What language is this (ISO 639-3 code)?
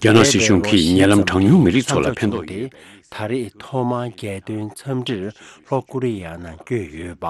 bod